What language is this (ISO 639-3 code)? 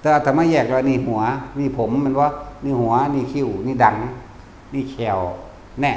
lao